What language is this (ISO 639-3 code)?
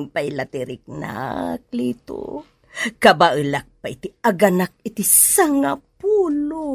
ilo